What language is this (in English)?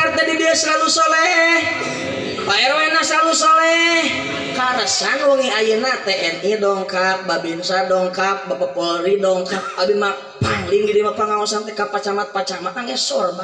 Sundanese